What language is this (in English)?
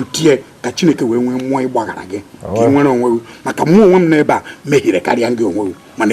Igbo